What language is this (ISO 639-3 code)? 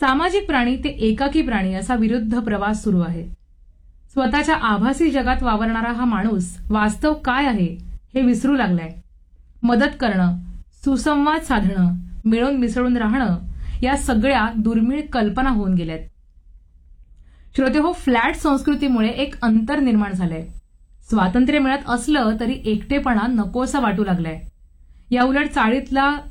mar